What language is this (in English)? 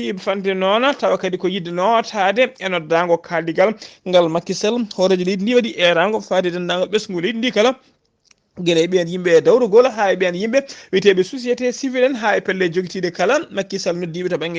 Fula